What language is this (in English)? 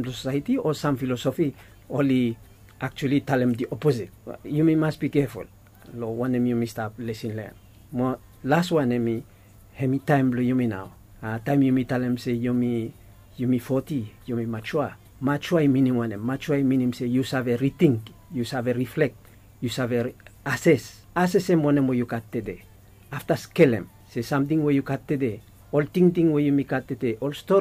Bislama